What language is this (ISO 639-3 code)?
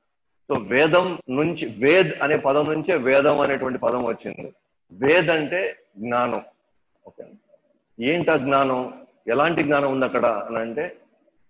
tel